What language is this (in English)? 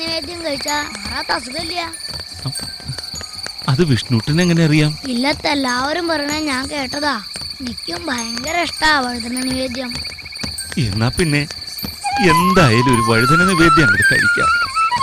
Malayalam